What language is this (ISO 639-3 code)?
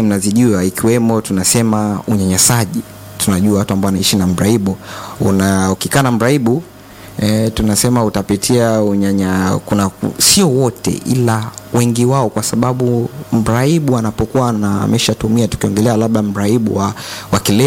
swa